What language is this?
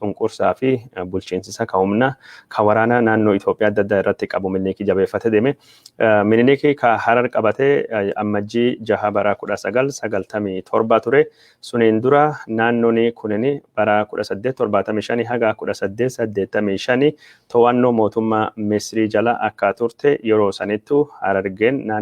Oromo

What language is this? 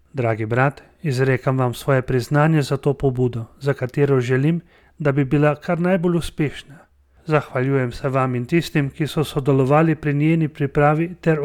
Slovenian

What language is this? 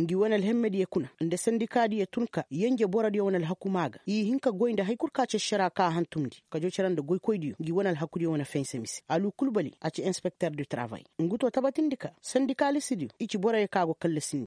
Koyraboro Senni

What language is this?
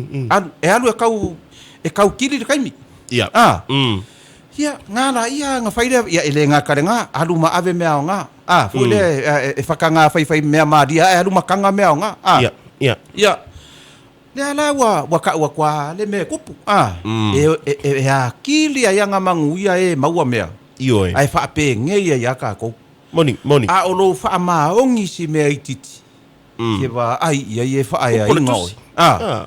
Samoan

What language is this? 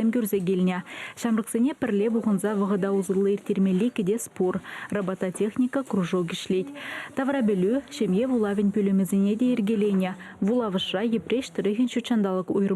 Chuvash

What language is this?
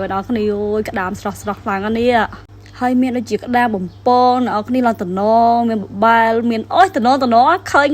Khmer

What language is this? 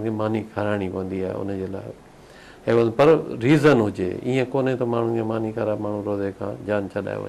Sindhi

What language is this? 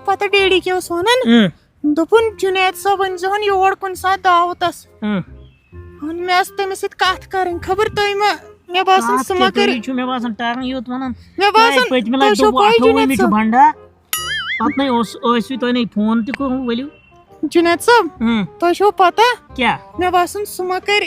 Kashmiri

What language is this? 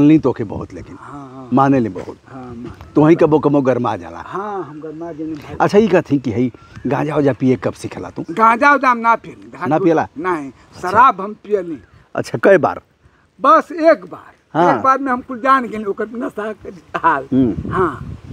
Bhojpuri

